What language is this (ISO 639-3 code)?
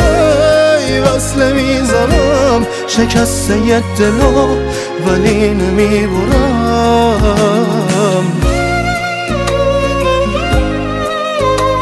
fas